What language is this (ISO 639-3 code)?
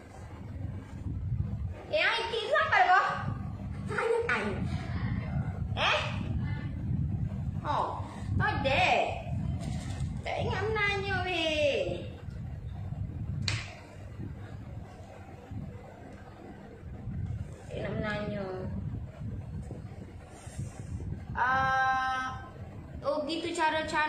msa